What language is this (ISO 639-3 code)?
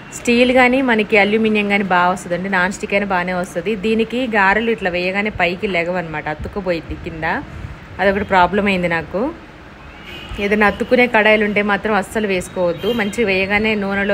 tel